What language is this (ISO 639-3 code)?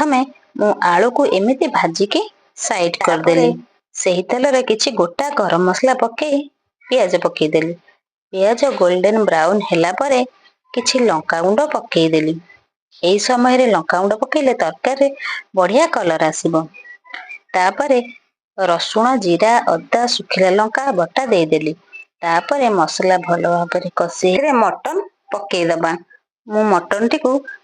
ori